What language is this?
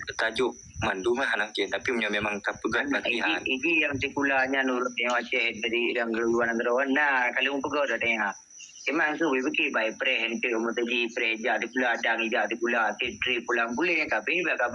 Achinese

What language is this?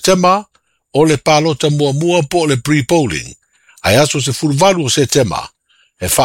Samoan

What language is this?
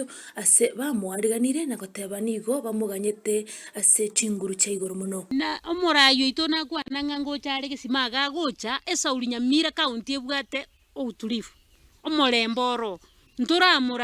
Gusii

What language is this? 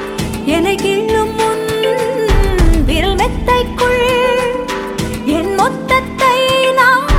Tamil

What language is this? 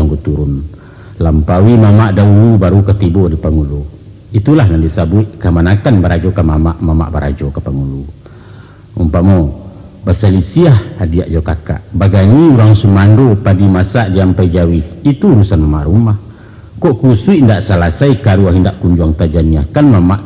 Minangkabau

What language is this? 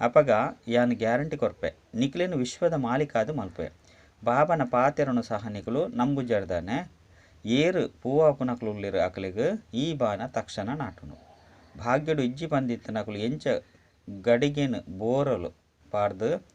Tulu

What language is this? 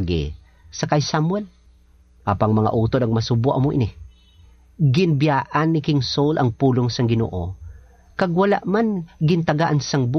Hiligaynon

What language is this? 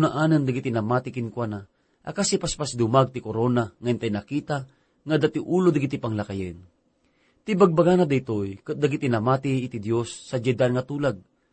Iloko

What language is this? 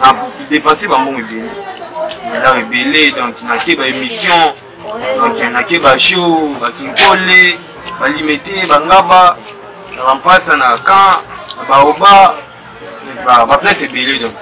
Lingala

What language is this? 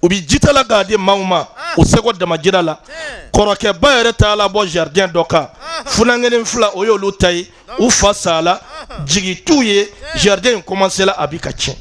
Bambara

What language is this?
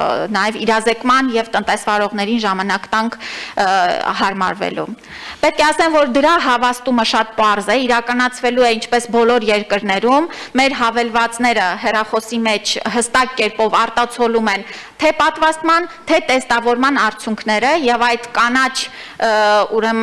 Armenian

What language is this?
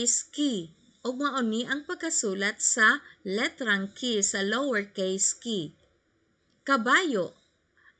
Cebuano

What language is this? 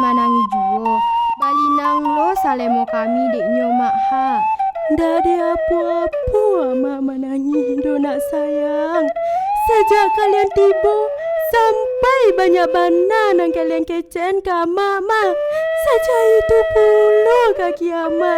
Minangkabau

